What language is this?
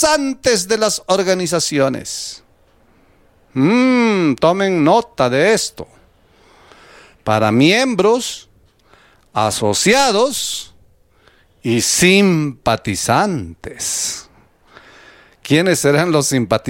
Spanish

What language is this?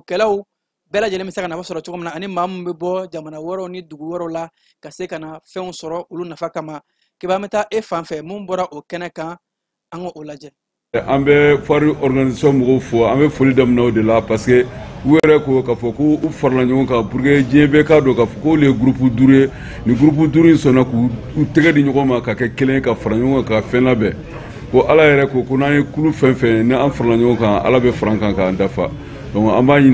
Bambara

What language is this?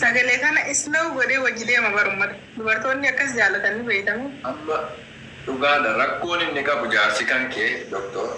Oromo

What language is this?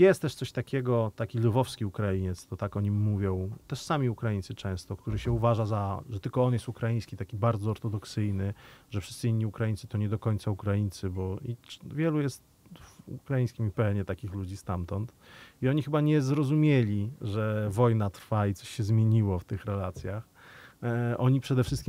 Polish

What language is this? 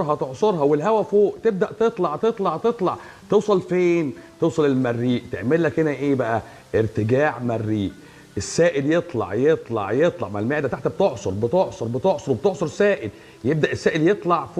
Egyptian Arabic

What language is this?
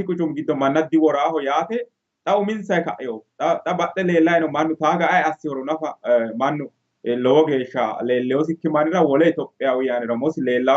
Sidamo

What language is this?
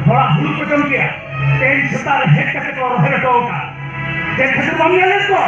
Santali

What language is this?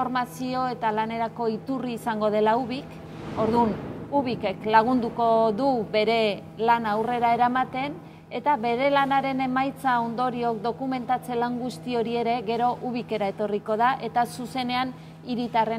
Basque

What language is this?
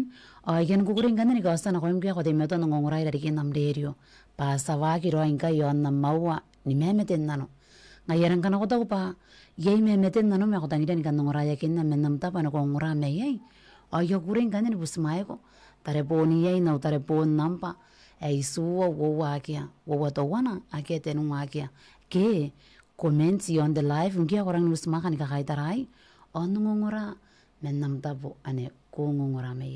Gilbertese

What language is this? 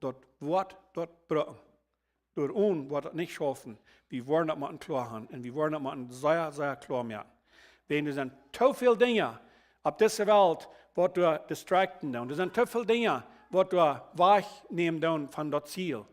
Plautdietsch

